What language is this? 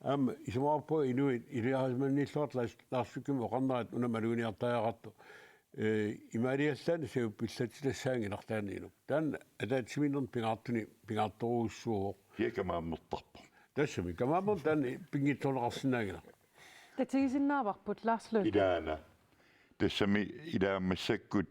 Kalaallisut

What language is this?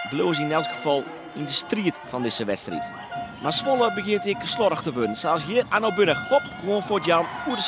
Western Frisian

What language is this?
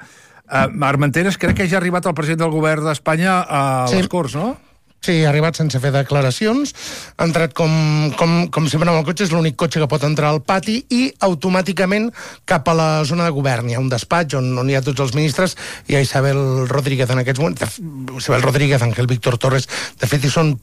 Catalan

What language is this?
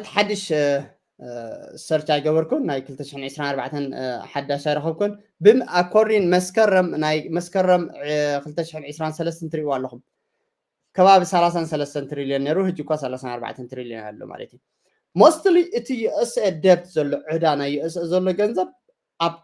Tigrinya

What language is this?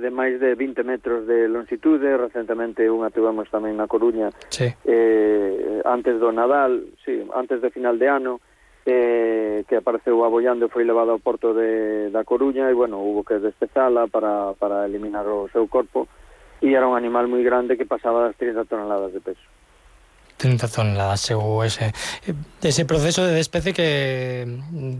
Galician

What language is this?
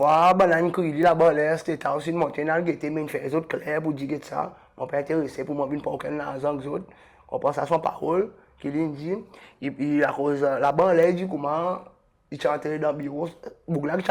Seselwa Creole French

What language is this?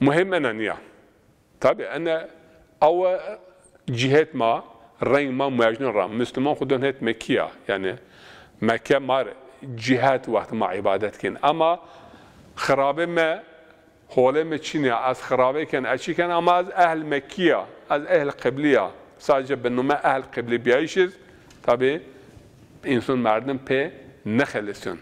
Zaza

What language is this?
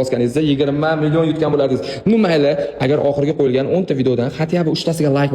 Uzbek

